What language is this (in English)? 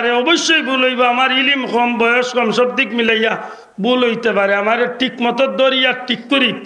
Sylheti